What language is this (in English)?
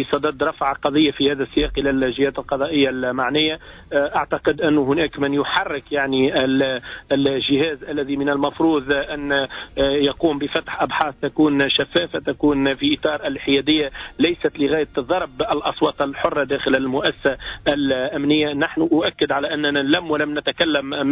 Tunisian Arabic